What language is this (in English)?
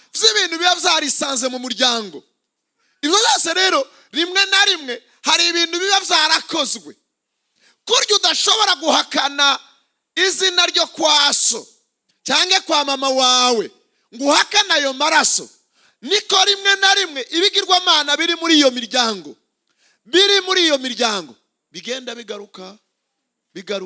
Rundi